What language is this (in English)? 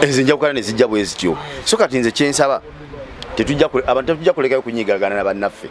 Ganda